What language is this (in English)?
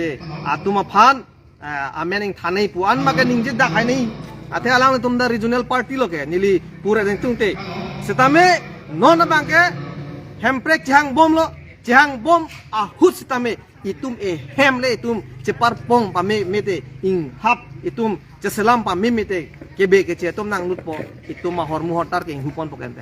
Karbi